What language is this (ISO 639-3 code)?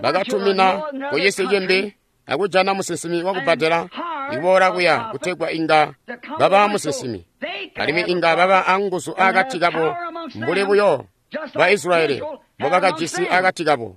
toi